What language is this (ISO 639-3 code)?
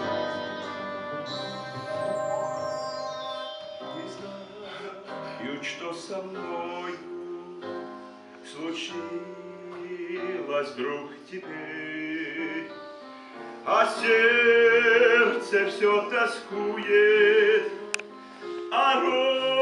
rus